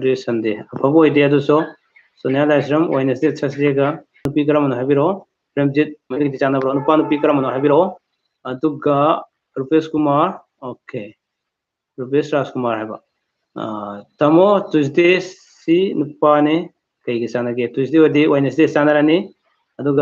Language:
Manipuri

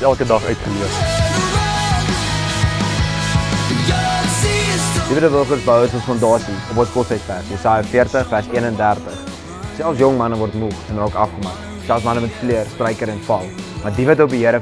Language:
Afrikaans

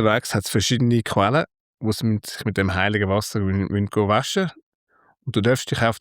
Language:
Swiss German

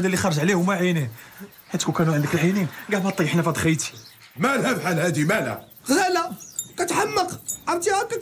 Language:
Moroccan Arabic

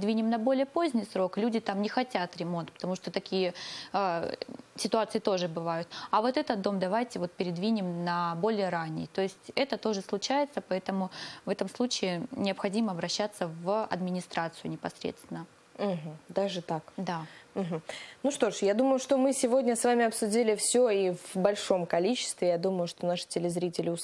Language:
Russian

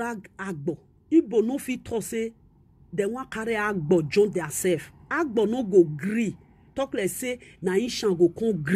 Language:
Nigerian Pidgin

